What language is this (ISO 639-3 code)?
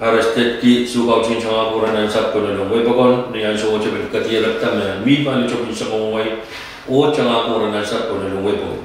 pon